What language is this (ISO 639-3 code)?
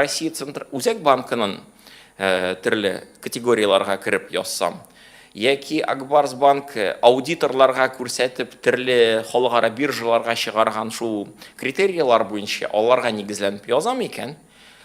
tat